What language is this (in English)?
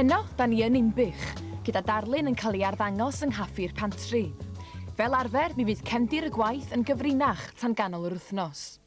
Welsh